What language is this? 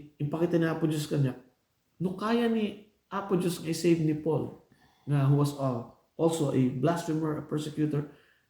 Iloko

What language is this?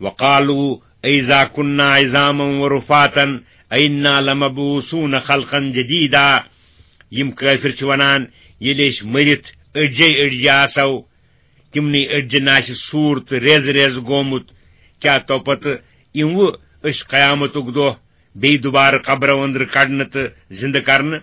Kashmiri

